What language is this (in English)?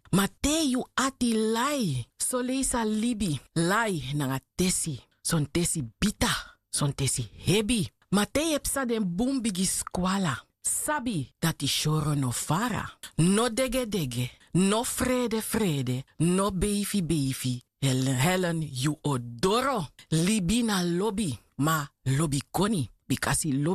Sranan Tongo